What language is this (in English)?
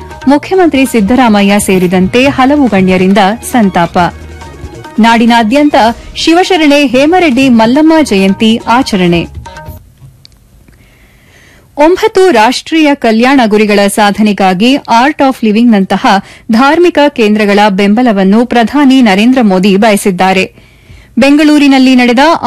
Kannada